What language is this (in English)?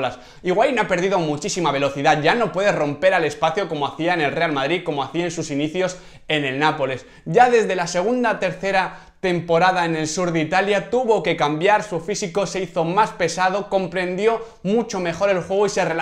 Spanish